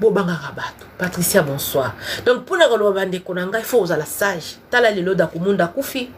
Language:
Lingala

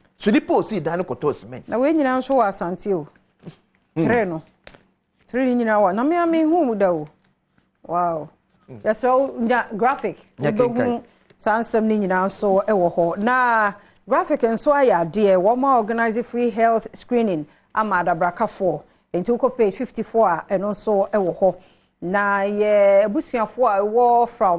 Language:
Akan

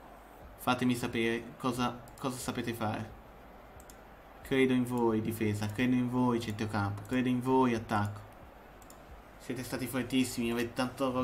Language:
Italian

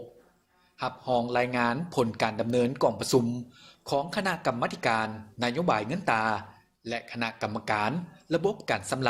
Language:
Lao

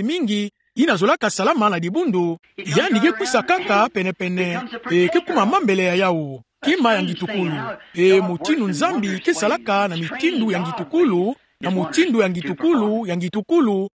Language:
Kituba (Democratic Republic of Congo)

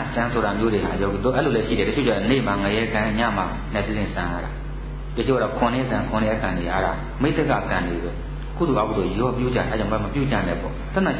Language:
Burmese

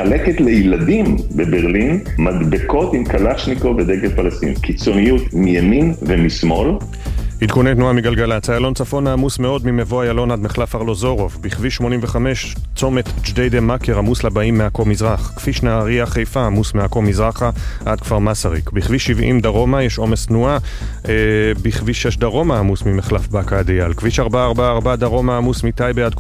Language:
Hebrew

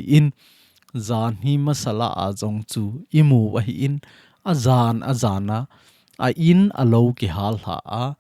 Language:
Thado Chin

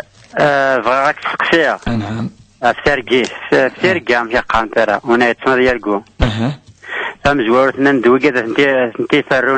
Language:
Kabyle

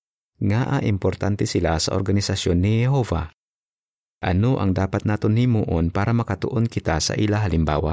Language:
Hiligaynon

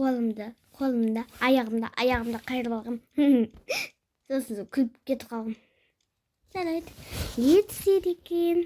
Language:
Kazakh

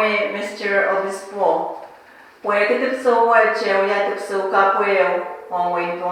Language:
Pohnpeian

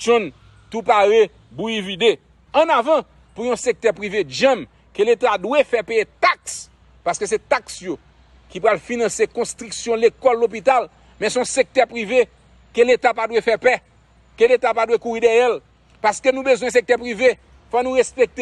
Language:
Haitian Creole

